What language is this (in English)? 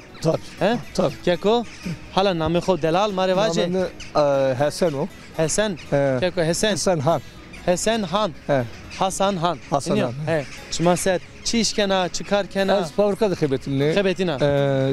Zaza